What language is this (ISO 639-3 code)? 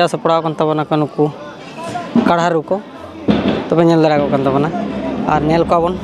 sat